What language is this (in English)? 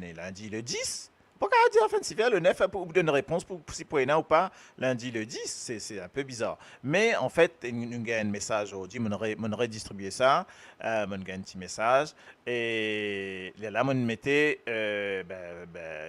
Morisyen